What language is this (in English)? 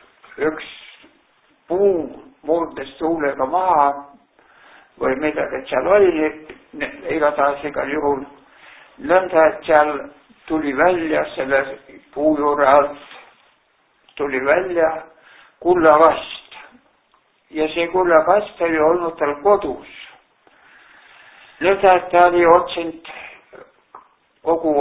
Estonian